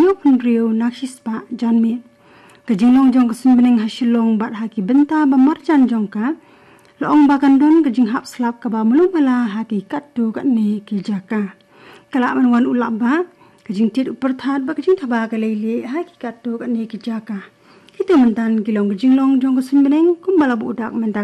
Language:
Khasi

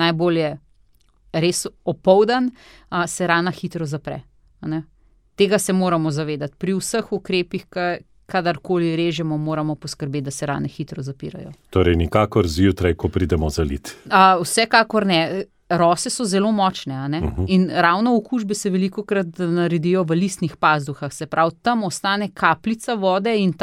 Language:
Slovenian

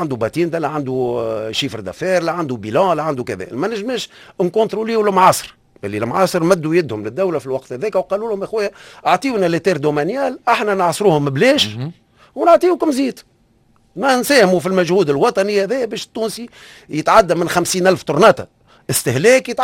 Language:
Tunisian Arabic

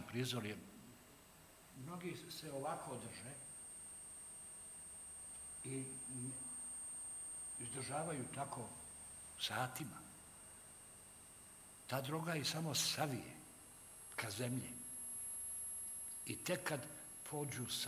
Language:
Bosnian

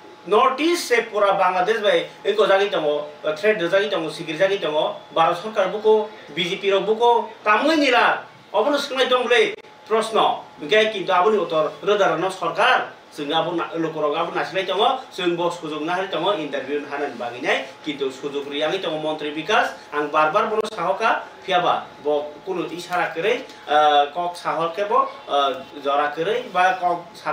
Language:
Kok Borok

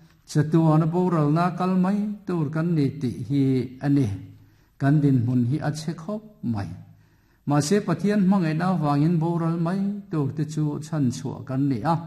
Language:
Mizo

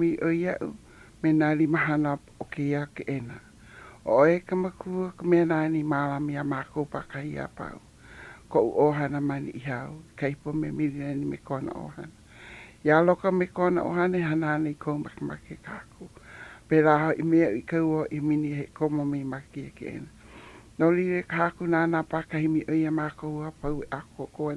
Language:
Hawaiian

